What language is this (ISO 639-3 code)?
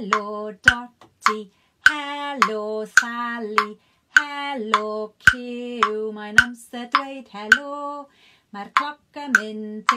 cym